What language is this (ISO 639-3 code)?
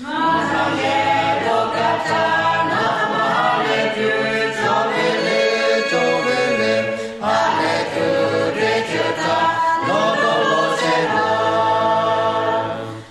lhu